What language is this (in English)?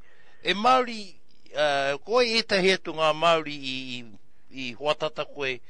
Māori